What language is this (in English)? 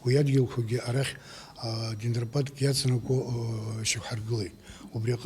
Abkhazian